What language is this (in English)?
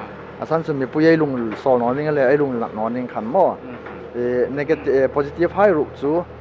Hmar